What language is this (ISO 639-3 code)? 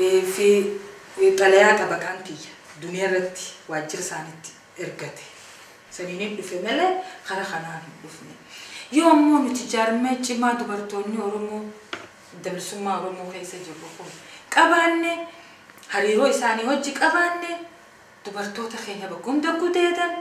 orm